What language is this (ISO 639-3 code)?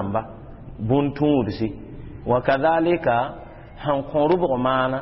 mos